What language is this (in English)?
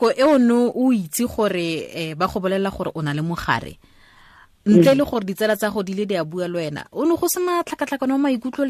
Tswana